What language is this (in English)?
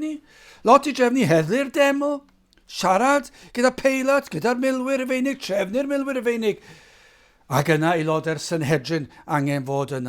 Welsh